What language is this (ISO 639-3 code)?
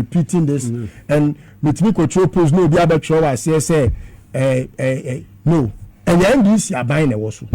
aka